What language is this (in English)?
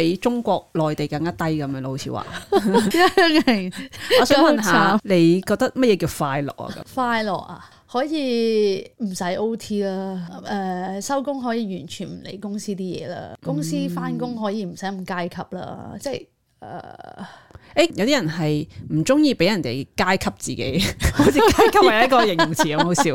Cantonese